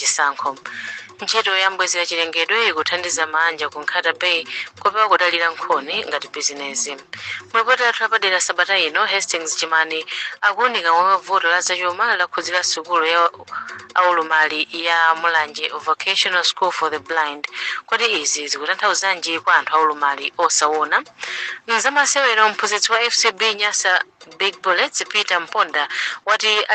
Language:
Nyanja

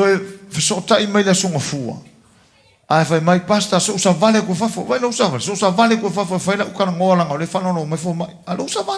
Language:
Samoan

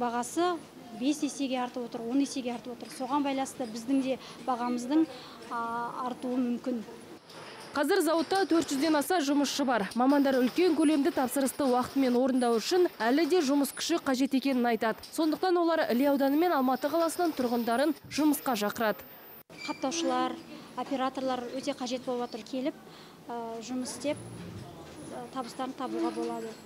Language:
Kazakh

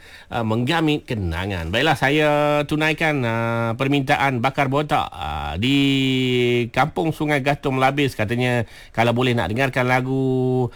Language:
Malay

